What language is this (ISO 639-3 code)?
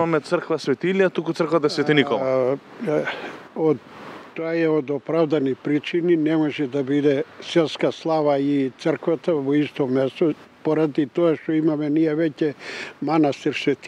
mkd